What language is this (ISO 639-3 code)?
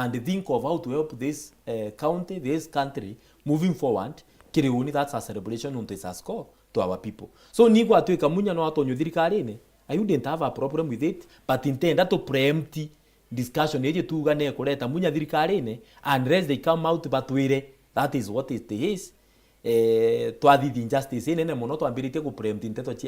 mer